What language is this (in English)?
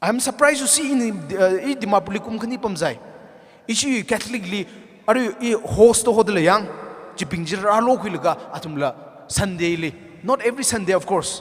Tangkhul Naga (India)